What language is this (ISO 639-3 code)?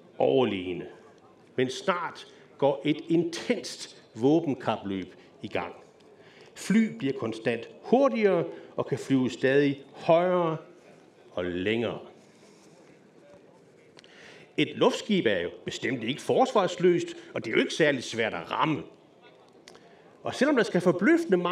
dan